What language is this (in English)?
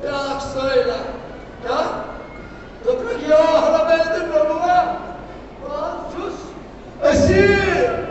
Kashmiri